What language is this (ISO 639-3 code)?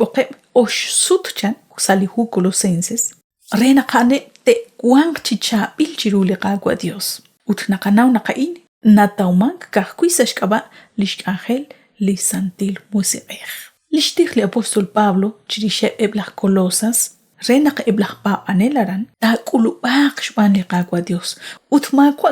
kek